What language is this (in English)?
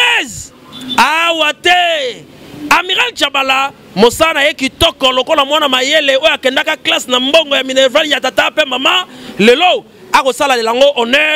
Lingala